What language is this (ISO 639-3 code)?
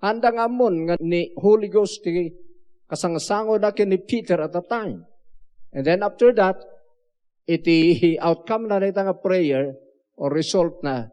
ilo